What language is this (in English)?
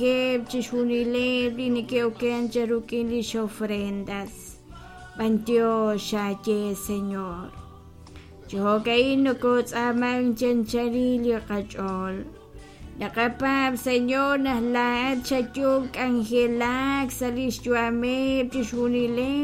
Kekchí